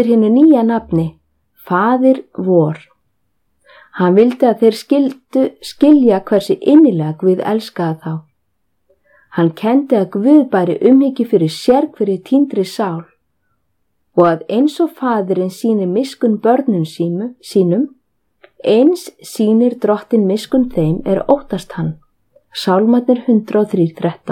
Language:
Icelandic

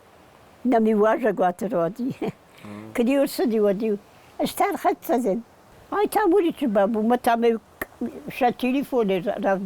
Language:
Ossetic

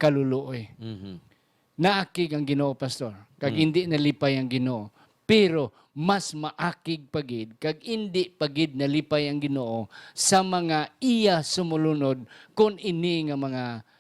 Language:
Hiligaynon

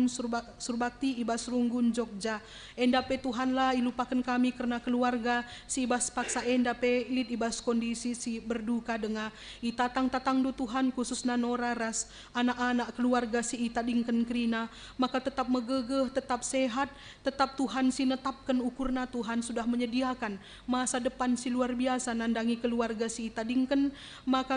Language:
Batak Karo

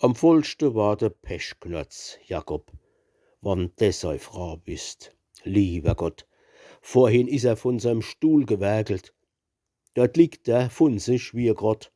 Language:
Palatine German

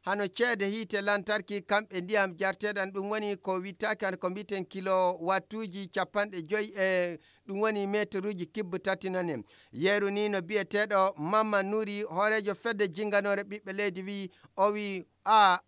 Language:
Fula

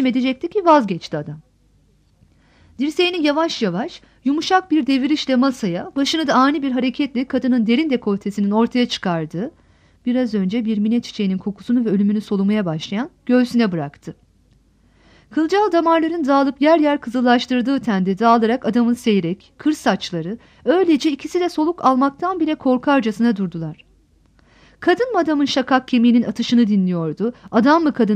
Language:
Turkish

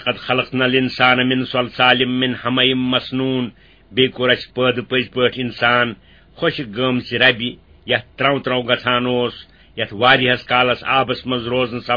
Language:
Kashmiri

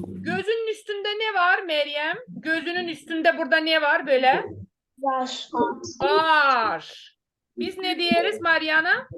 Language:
Gagauz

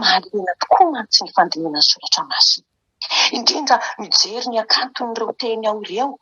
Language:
Malagasy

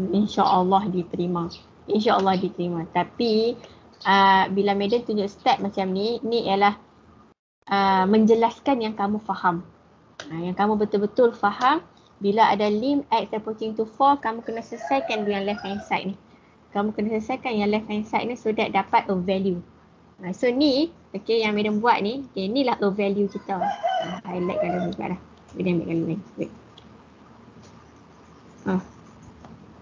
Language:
Malay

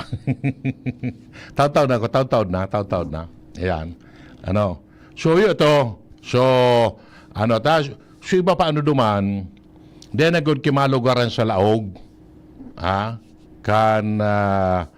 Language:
Bikol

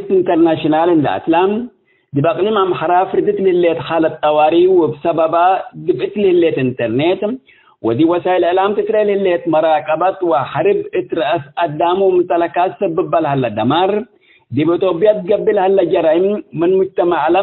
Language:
Tigre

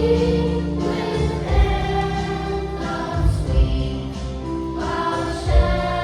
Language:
Central Mnong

